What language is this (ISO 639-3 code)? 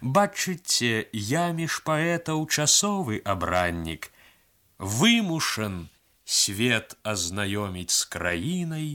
bel